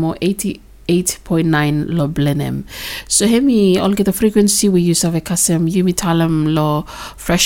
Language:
Bislama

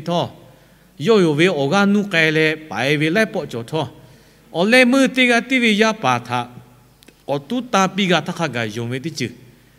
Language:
Lahu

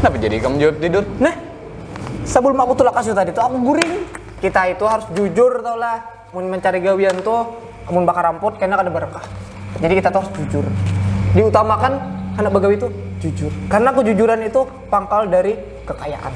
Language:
Banjar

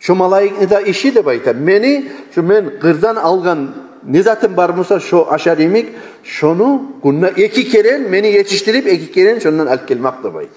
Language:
Kumyk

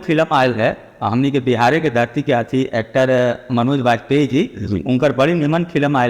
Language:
Magahi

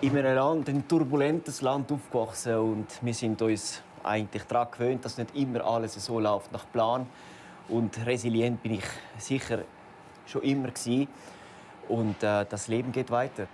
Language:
Swiss German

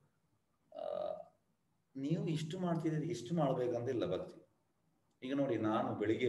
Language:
Kannada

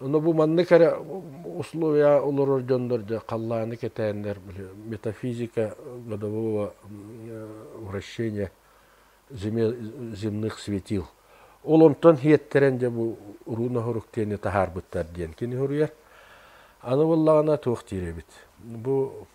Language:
Yakut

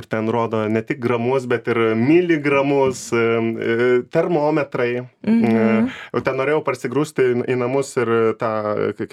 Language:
Lithuanian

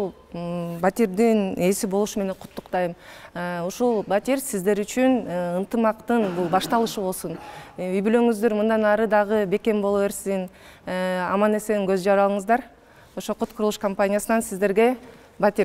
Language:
Kyrgyz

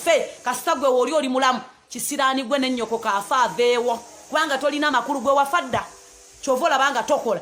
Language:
Ganda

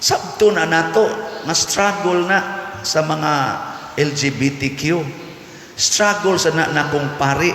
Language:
Cebuano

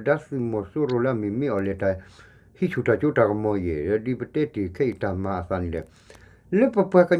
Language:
S'gaw Karen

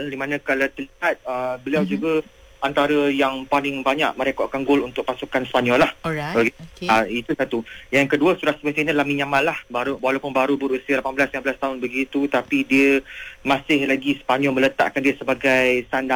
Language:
Malay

